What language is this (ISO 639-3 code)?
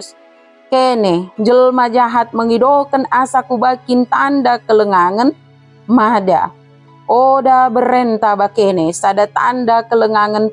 btd